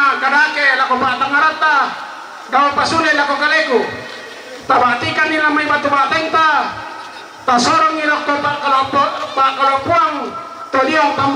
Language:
Toraja-Sa'dan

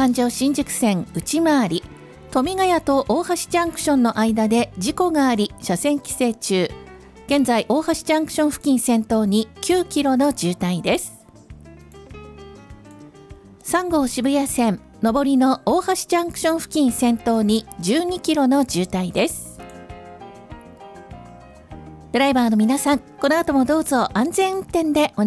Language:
Japanese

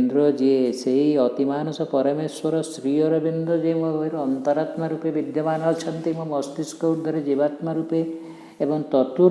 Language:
Odia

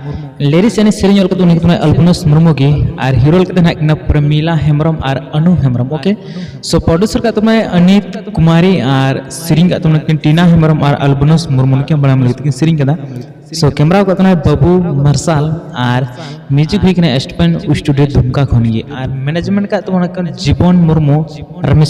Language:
Santali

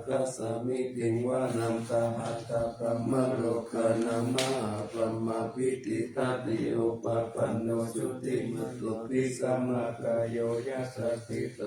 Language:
Pali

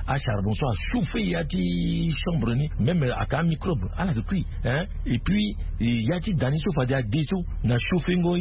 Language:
Sango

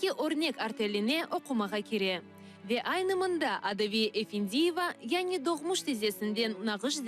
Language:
Crimean Tatar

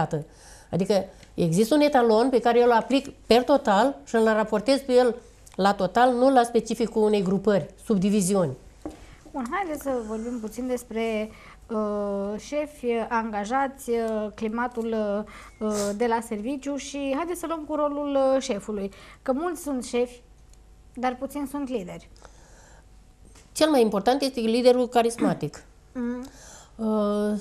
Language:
Romanian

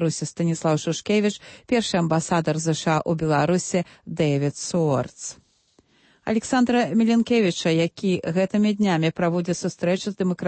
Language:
Belarusian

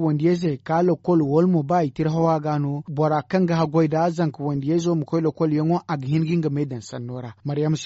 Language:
Zarma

